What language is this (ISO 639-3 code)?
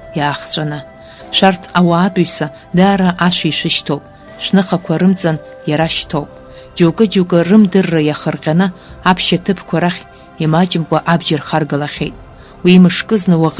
abk